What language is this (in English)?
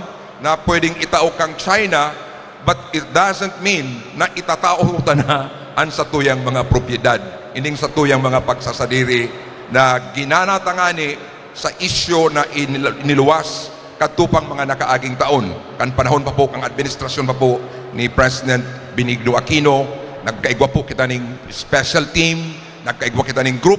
Bikol